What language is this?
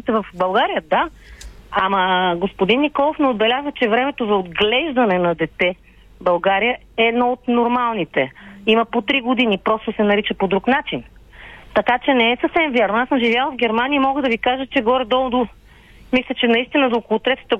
Bulgarian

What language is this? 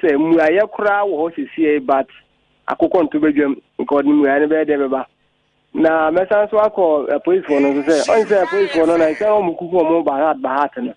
Akan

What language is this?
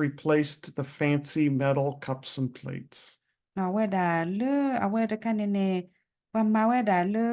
S'gaw Karen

